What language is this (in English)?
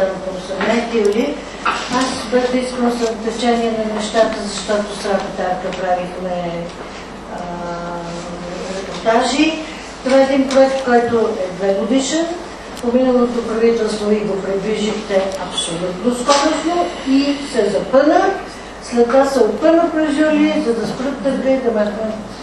Bulgarian